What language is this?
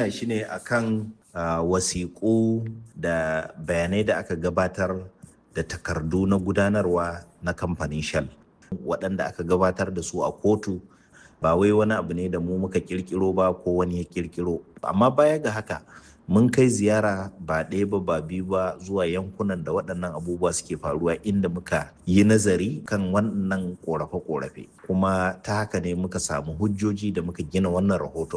Hausa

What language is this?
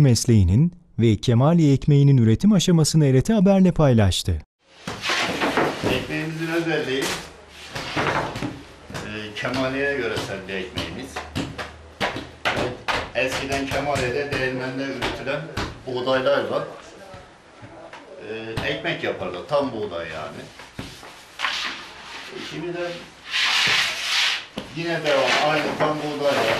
Turkish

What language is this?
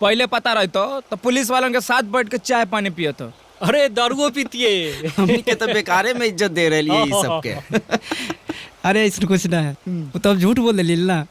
Magahi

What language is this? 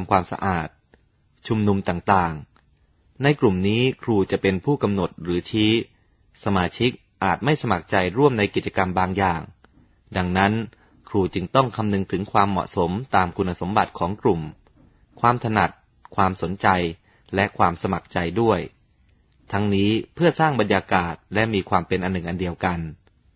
Thai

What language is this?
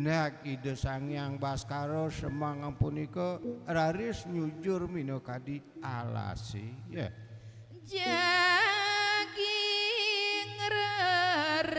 Balinese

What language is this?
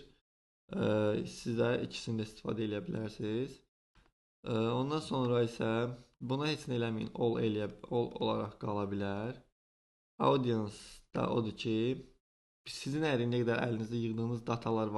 Azerbaijani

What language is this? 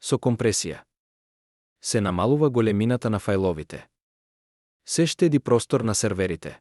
Macedonian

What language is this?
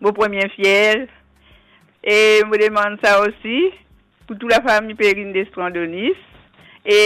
Morisyen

